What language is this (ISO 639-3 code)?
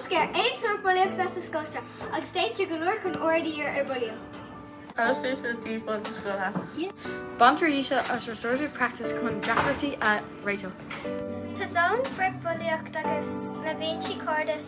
gle